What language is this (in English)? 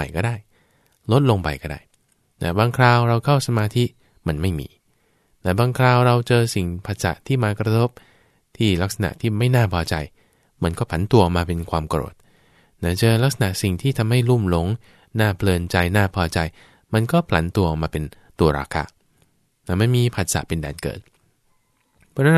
Thai